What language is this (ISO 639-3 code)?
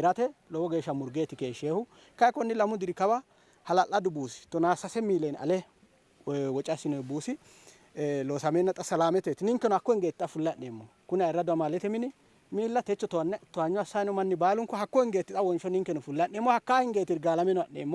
sid